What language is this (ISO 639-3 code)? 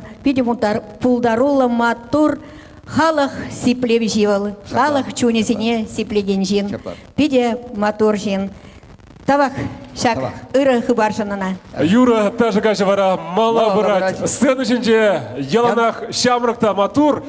chv